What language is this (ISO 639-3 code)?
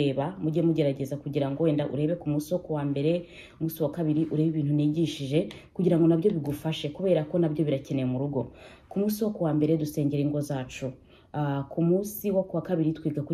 kin